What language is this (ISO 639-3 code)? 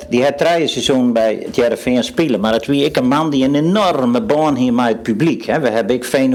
fry